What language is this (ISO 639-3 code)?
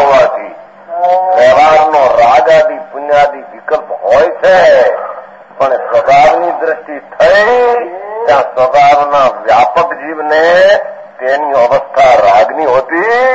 guj